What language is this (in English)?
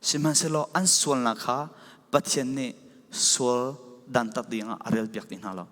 Falam Chin